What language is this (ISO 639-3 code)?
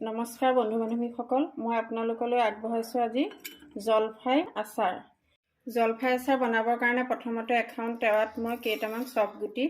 asm